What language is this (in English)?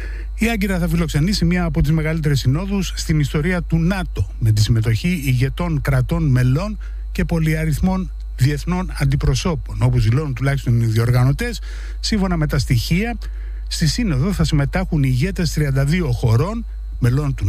Greek